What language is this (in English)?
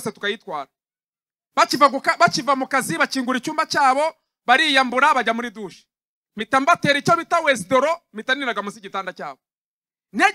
Kinyarwanda